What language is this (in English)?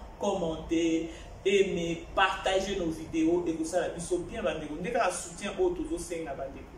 Lingala